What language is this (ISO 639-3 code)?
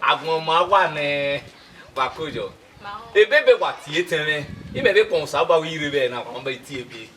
bin